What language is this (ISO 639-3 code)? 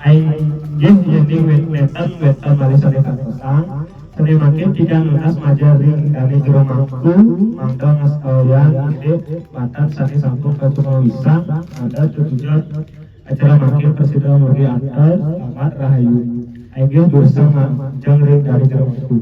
ban